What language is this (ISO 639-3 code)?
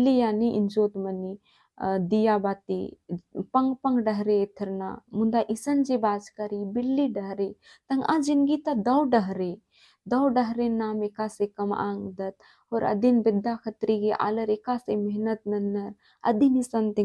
kru